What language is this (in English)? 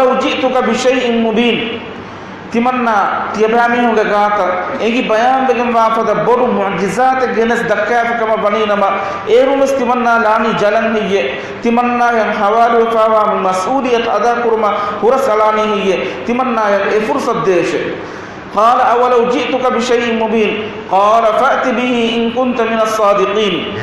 Divehi